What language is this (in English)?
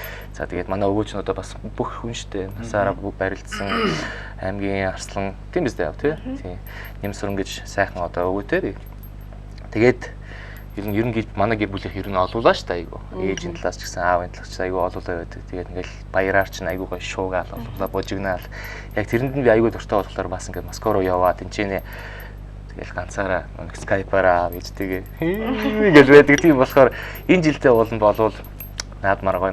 Mongolian